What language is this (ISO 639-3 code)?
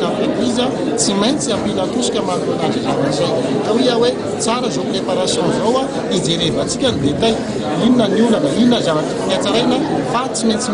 mlg